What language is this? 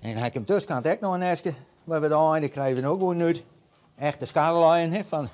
Western Frisian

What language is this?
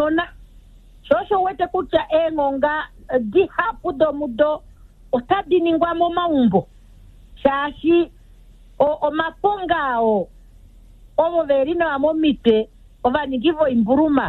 Kuanyama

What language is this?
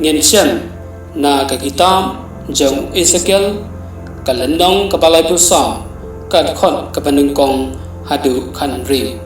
Khasi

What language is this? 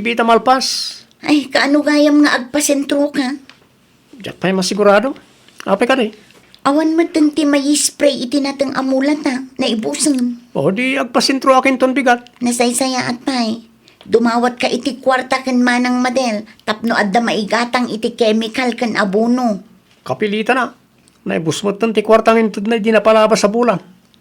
Iloko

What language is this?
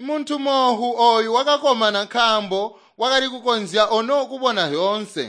Tonga (Zambia)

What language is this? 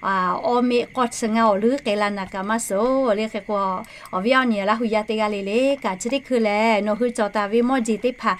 Lahu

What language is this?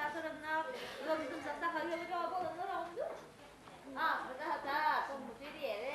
Yakut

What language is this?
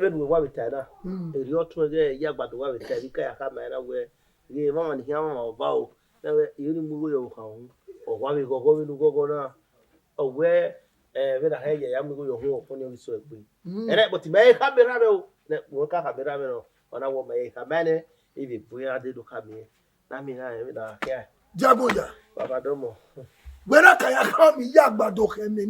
Bini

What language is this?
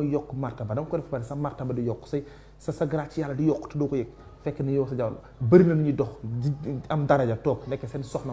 Wolof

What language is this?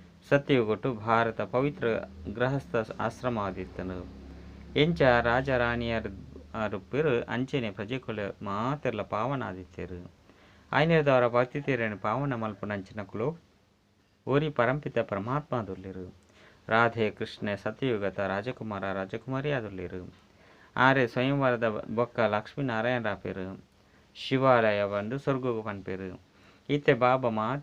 Tulu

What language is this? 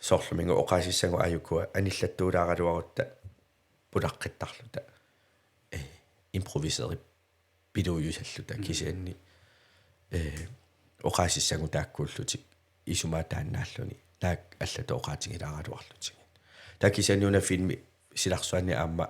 Kalaallisut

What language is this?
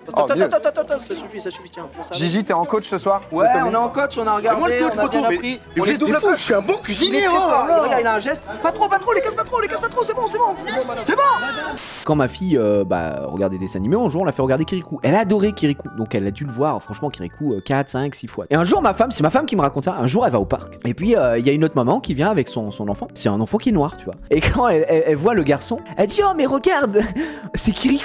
French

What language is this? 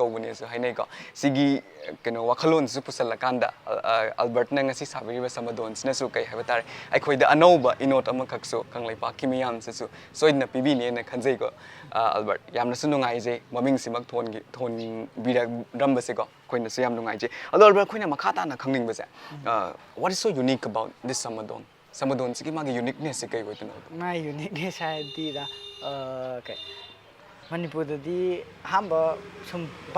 Manipuri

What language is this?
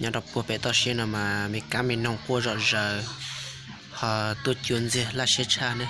Hmong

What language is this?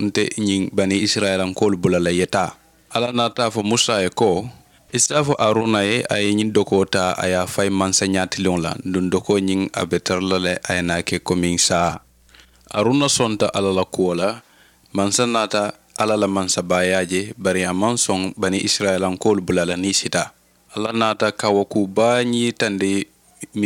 Mandingo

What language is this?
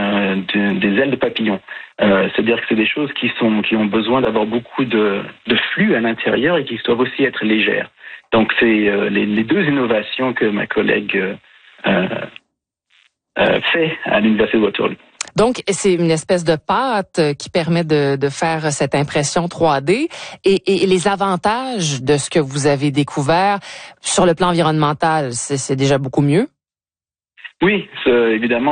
French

